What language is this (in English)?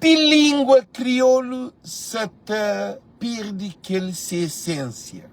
Kabuverdianu